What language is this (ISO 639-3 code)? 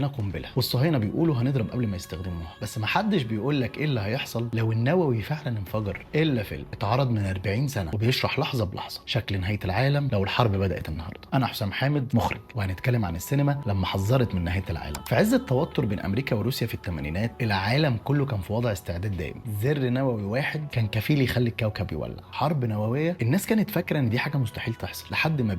arz